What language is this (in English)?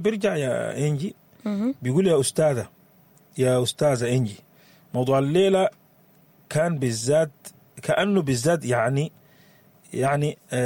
Sudanese Arabic